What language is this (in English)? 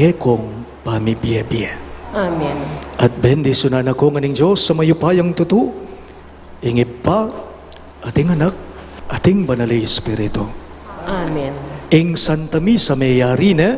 Pampanga